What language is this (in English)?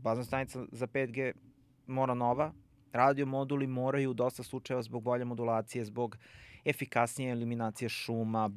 Serbian